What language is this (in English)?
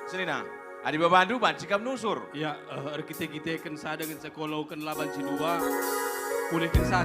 Batak Karo